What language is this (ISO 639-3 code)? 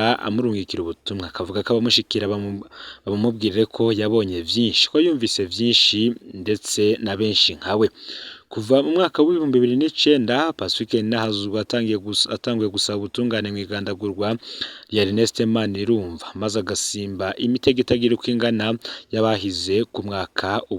run